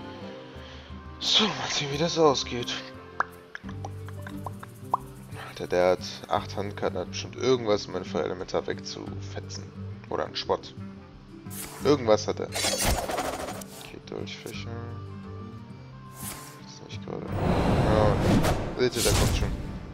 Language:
German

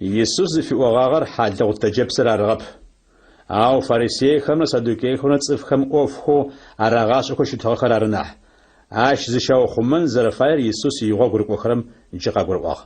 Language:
Adyghe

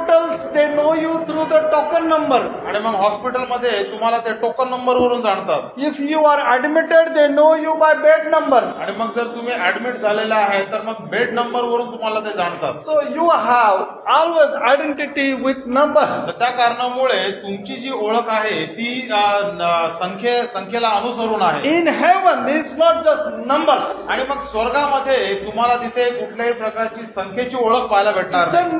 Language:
Marathi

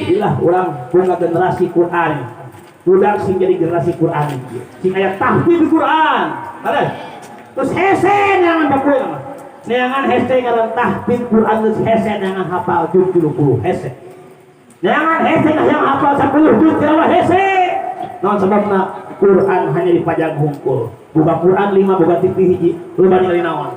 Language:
Sundanese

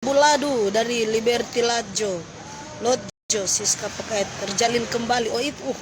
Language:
Manado Malay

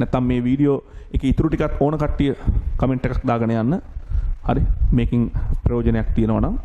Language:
Sinhala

